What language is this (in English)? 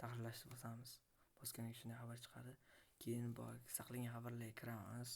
Uzbek